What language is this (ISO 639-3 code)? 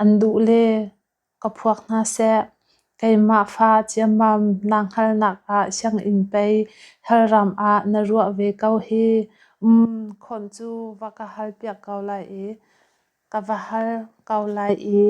cnh